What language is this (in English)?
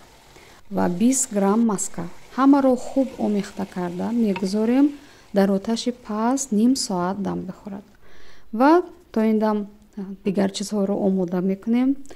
Tajik